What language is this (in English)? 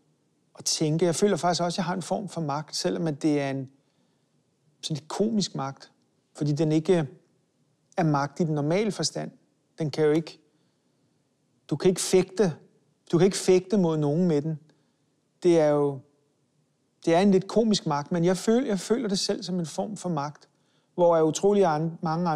Danish